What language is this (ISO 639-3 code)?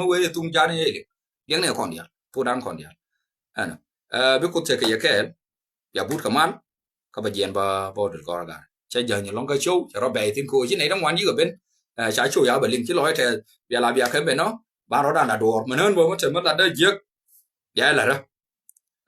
nus